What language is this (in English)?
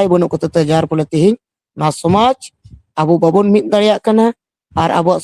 Santali